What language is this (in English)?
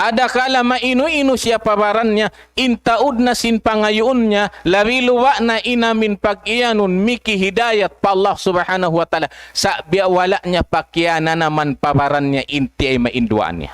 Tausug